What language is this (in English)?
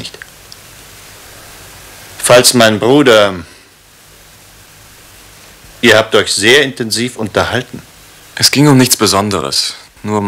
German